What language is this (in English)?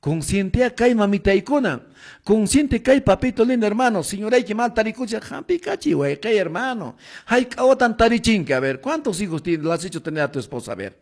Quechua